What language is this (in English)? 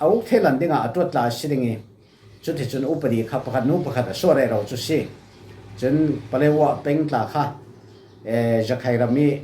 Falam Chin